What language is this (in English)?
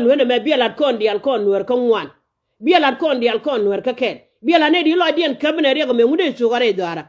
Nuer